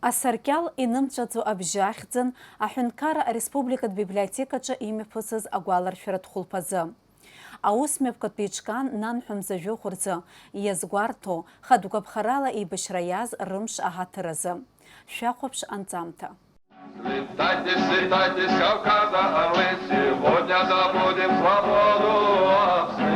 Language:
Abkhazian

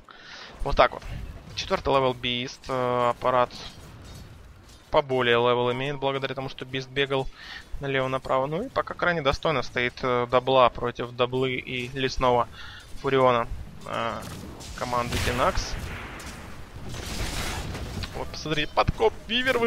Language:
Russian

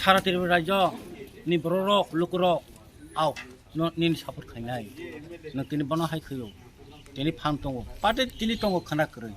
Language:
Kok Borok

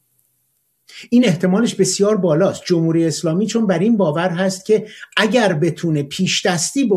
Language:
Persian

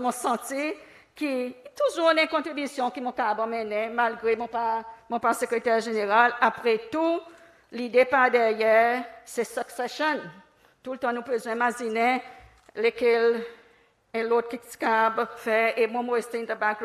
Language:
Seselwa Creole French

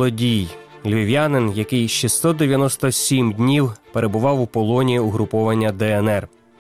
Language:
Ukrainian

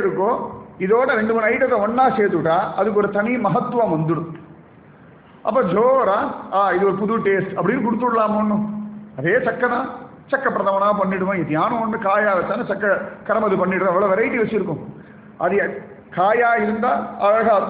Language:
Tamil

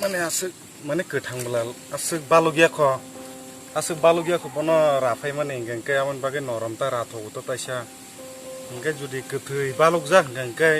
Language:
Kok Borok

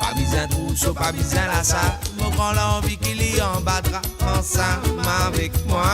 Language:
Morisyen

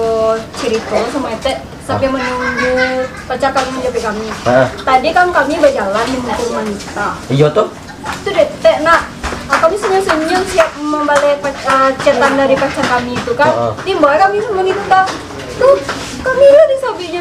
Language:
Minangkabau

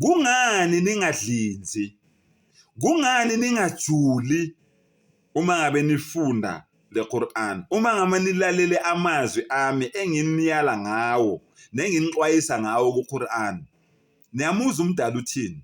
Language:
Zulu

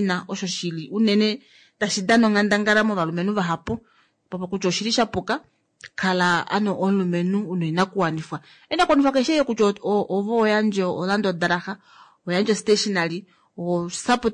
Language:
Kuanyama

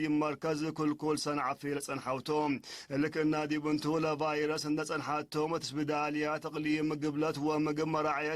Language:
Tigre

